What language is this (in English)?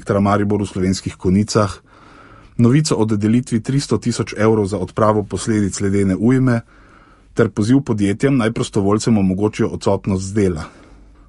Slovenian